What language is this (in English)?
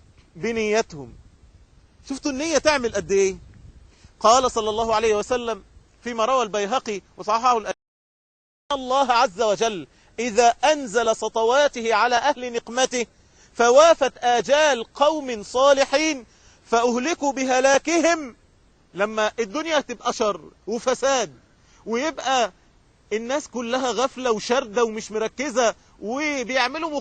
Egyptian Arabic